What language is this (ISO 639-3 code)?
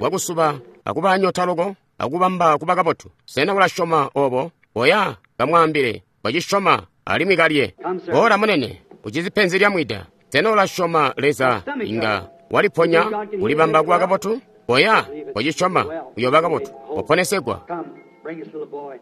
toi